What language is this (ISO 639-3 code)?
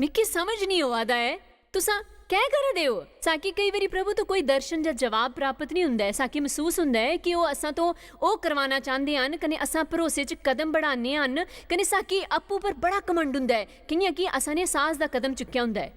doi